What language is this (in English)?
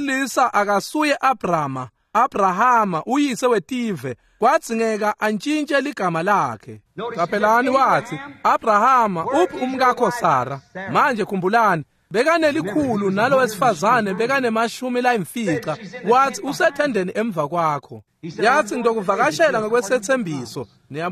Swati